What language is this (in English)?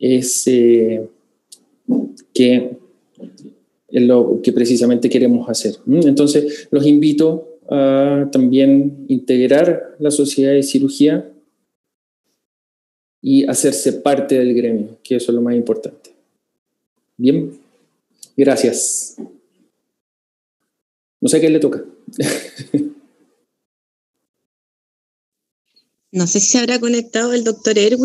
Spanish